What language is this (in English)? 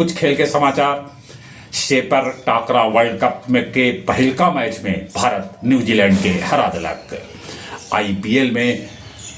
Magahi